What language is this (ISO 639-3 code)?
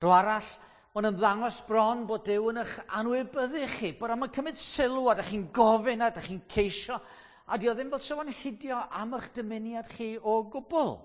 cym